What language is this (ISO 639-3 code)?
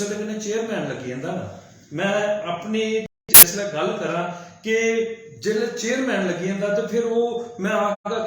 doi